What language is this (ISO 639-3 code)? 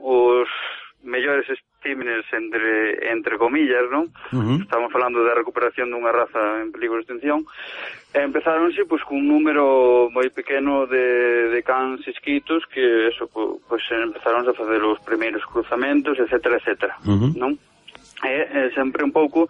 glg